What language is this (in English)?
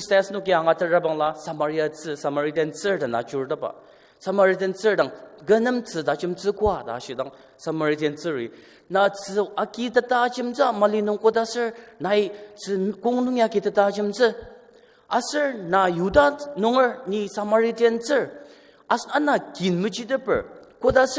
Ao Naga